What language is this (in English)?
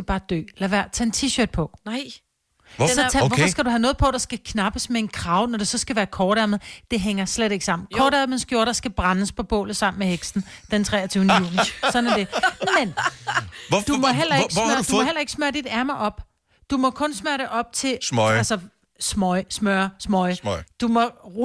Danish